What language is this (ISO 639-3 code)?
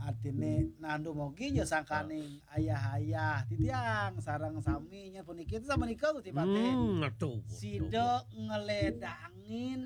ban